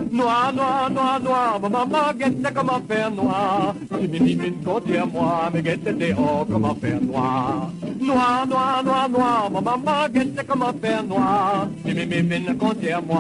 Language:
Morisyen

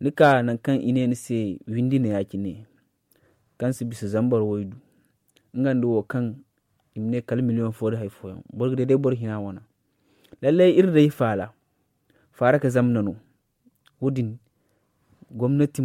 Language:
Zarma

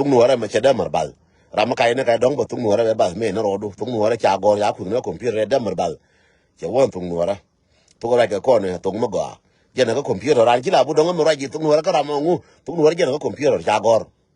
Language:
Nuer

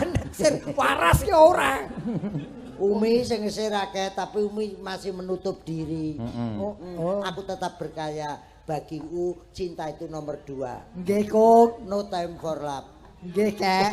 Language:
Javanese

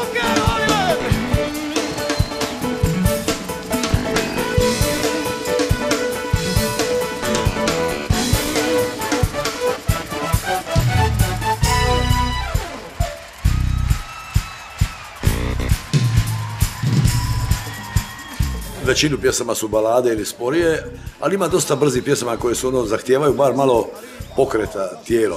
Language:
Croatian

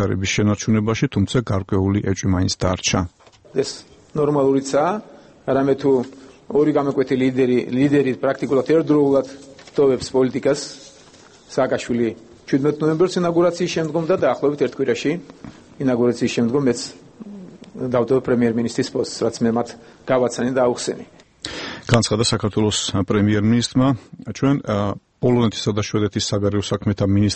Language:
Georgian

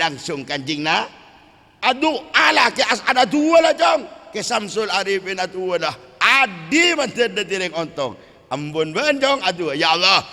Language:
Madurese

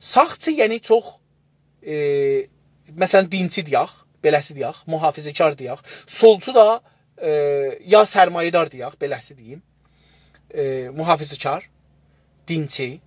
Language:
South Azerbaijani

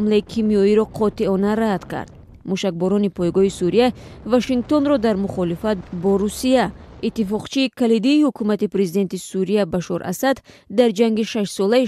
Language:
Tajik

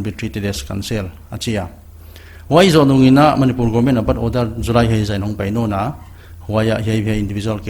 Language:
Paite Chin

